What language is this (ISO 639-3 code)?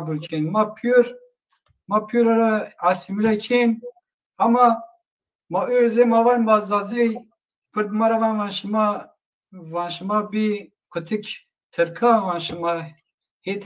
zza